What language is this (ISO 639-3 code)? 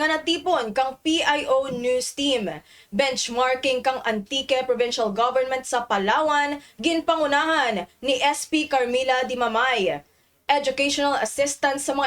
krj